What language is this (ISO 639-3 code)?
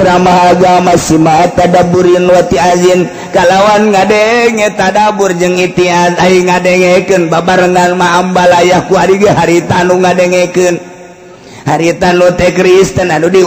sun